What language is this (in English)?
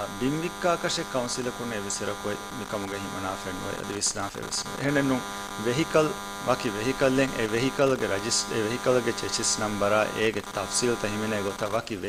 Divehi